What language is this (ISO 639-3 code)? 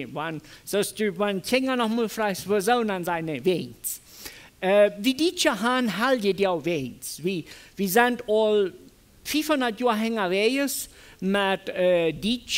pdt